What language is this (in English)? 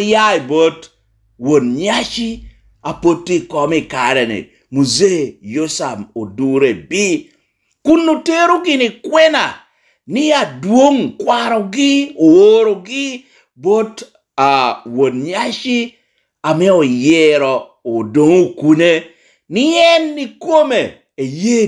Lango (Uganda)